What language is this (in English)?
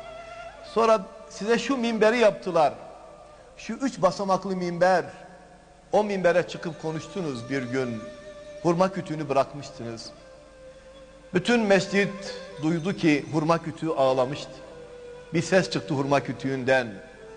Turkish